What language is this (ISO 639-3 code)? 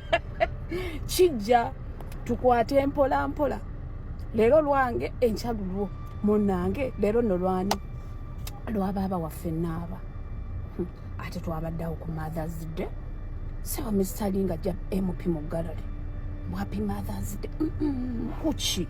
lug